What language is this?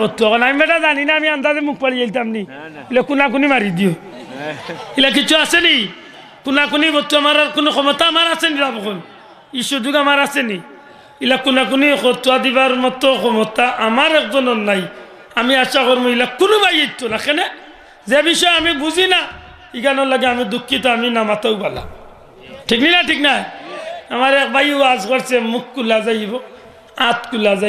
Sylheti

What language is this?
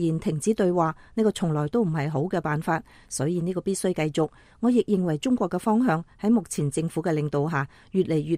Cantonese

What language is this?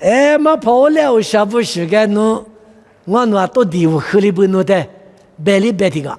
Lisu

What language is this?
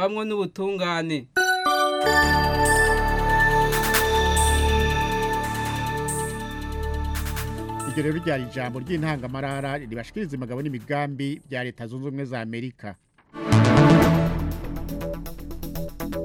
Kinyarwanda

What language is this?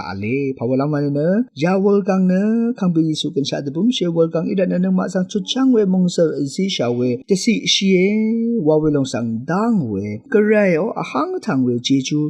Rawang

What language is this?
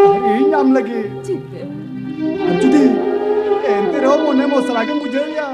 Santali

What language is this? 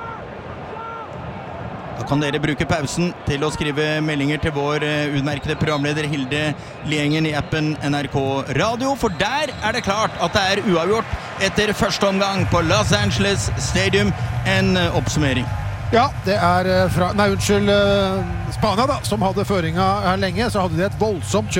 Norwegian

